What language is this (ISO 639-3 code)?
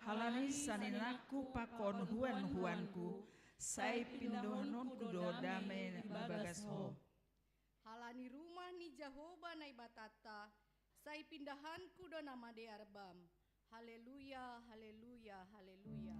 bts